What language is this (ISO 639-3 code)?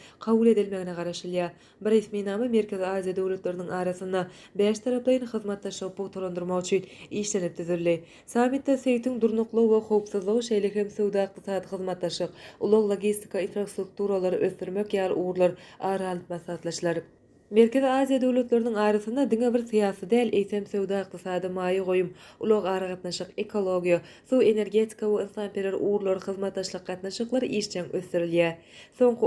tuk